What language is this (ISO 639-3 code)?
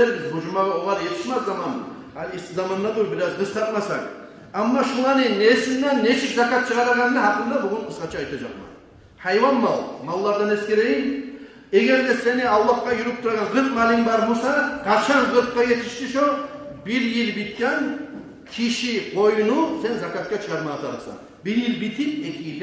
kum